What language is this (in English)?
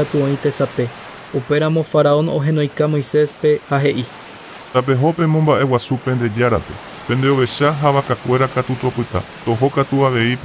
Guarani